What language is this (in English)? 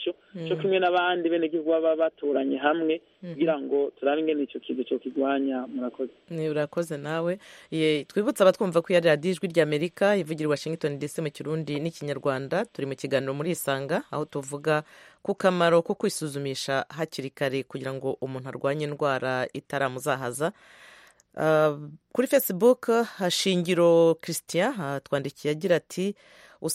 Kinyarwanda